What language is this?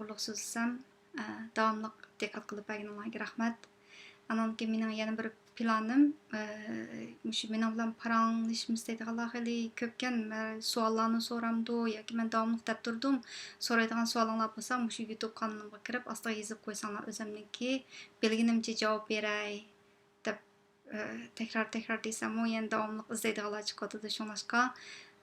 Uyghur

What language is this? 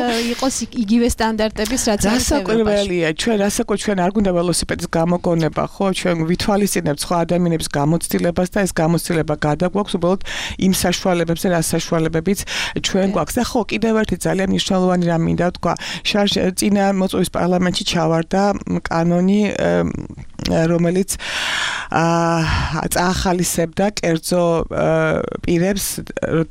Georgian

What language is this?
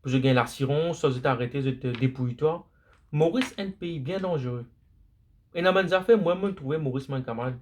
Morisyen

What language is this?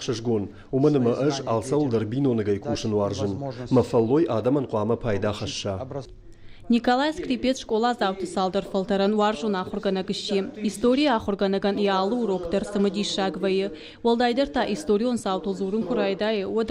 Ossetic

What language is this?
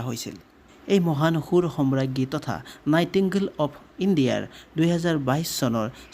Assamese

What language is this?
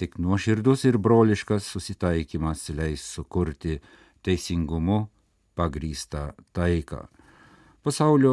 Lithuanian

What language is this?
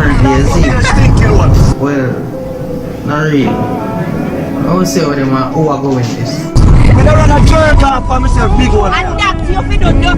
Jamaican Creole English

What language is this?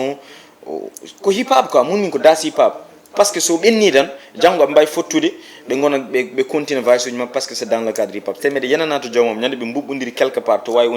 Fula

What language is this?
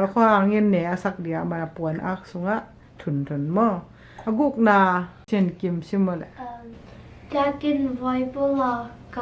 Tedim Chin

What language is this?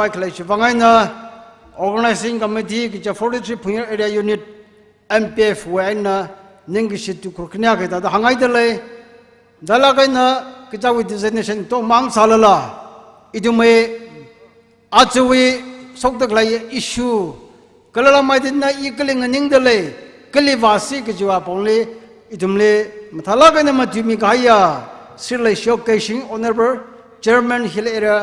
Tangkhul Naga (India)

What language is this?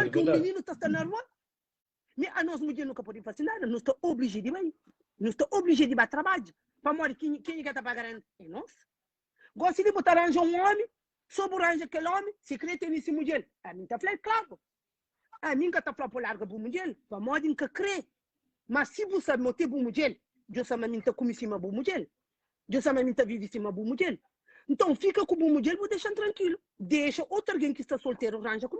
Kabuverdianu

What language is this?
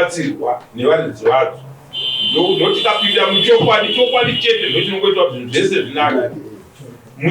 Shona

